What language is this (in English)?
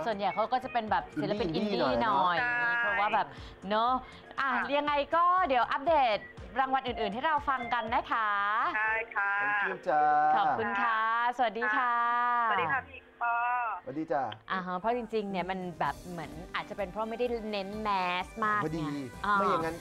Thai